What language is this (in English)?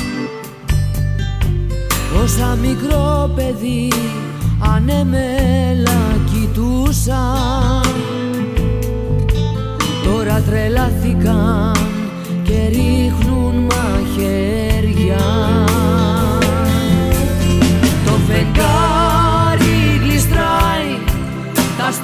Greek